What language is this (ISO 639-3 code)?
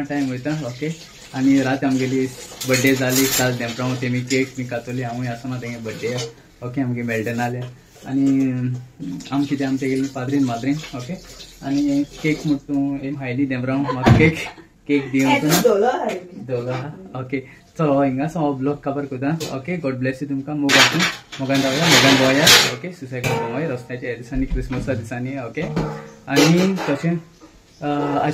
kok